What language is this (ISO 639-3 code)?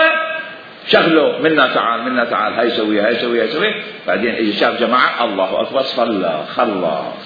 acm